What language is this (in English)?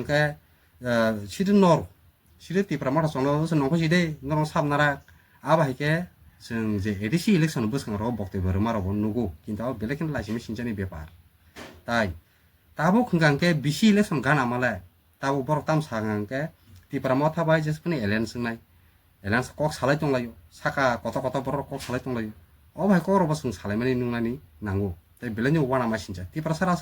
Kok Borok